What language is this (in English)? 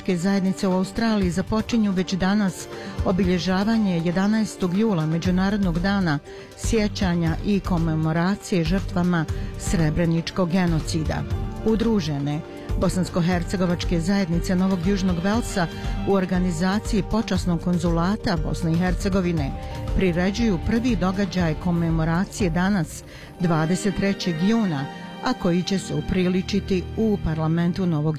Bosnian